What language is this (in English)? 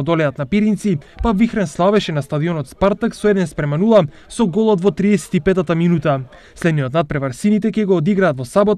Macedonian